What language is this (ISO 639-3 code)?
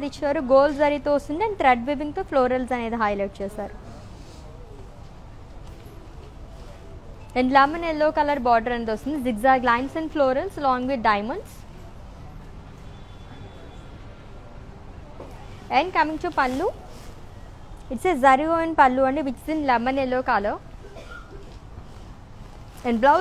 tel